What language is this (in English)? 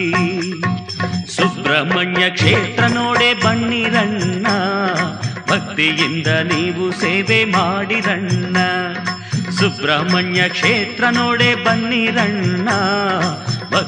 Kannada